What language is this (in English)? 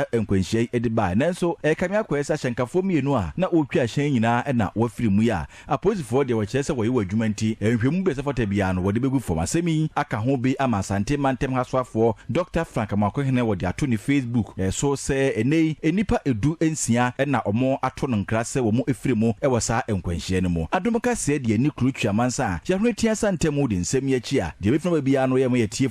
Akan